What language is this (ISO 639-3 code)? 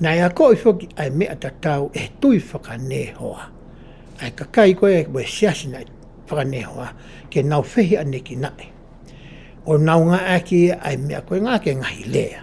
ton